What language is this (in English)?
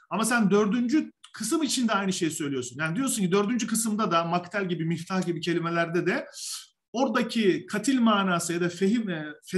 Turkish